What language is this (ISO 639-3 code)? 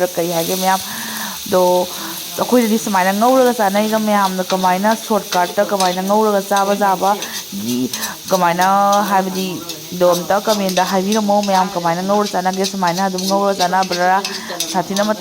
mni